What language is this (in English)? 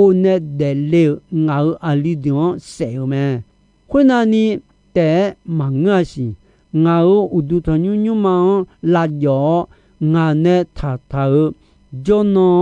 Akha